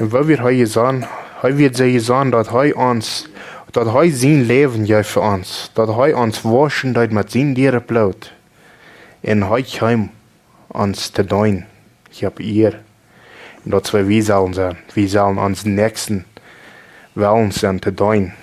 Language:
Plautdietsch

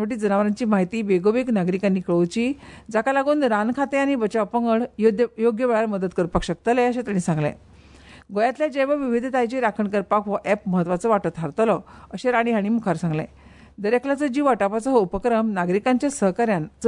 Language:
Konkani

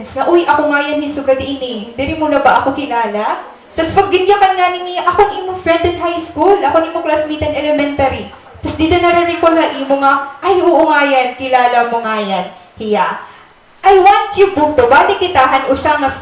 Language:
Waray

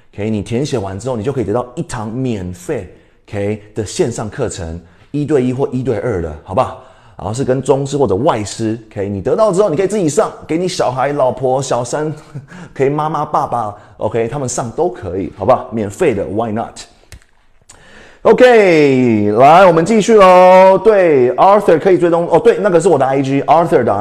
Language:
Chinese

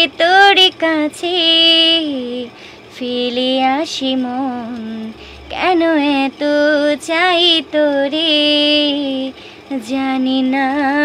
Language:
Bangla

